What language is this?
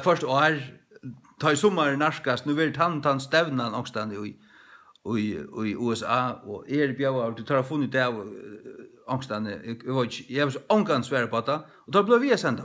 Faroese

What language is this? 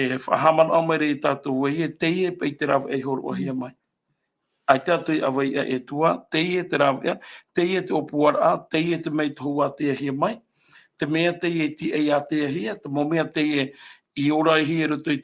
Tahitian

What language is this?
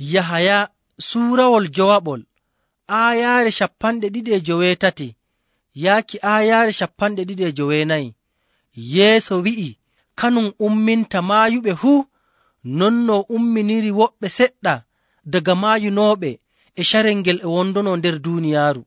Nigerian Fulfulde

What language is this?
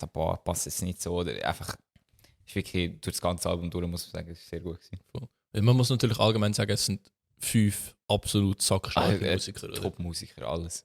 Swiss German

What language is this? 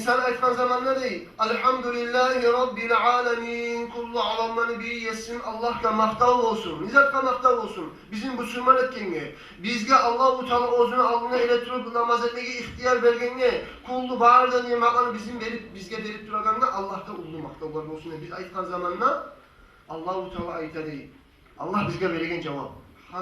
Kumyk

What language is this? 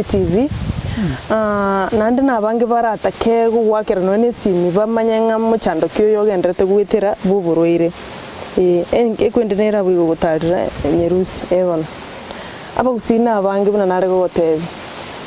Gusii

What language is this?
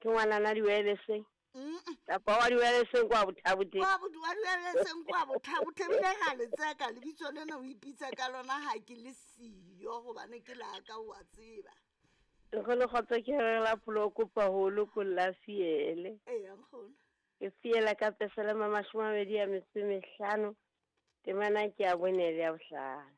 Southern Sotho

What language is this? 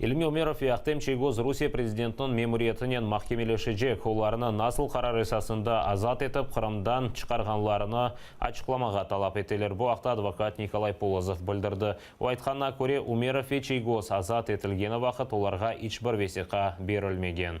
Crimean Tatar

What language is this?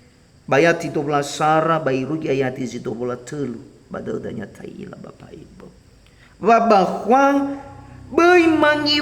Nias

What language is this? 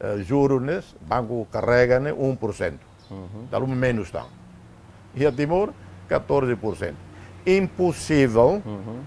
Tetum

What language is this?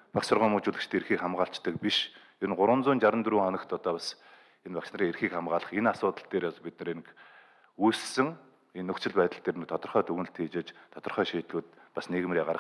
Mongolian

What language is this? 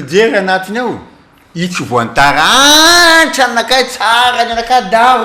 Malagasy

